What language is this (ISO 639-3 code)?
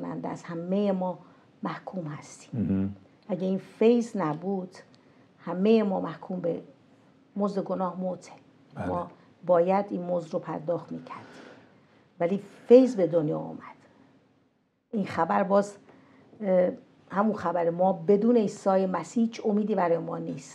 fas